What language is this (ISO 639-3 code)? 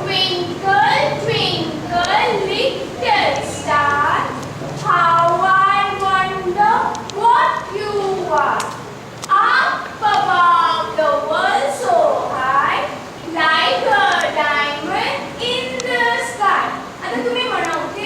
kok